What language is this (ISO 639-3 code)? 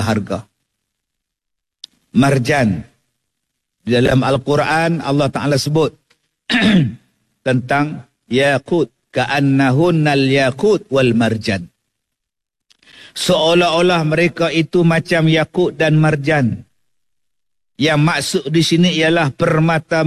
msa